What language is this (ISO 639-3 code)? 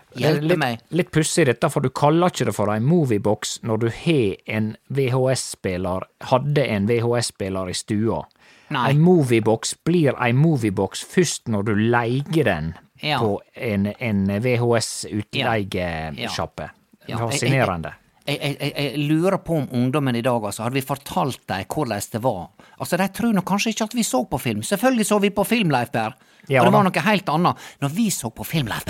nor